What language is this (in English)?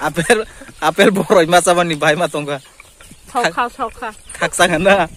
Kok Borok